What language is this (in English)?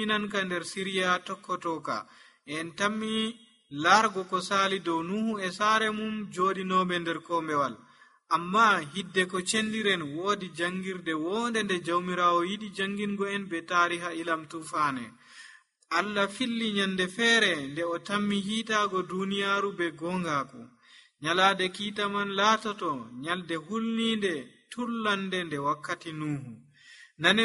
Nigerian Fulfulde